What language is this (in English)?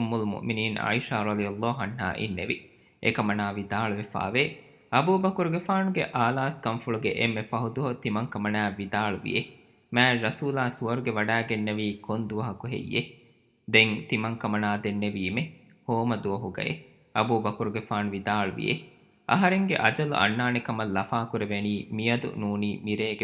Divehi